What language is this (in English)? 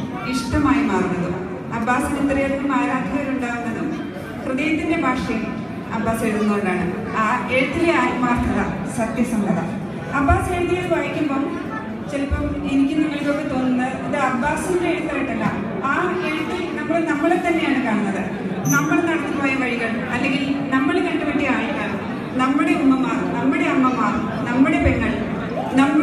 Malayalam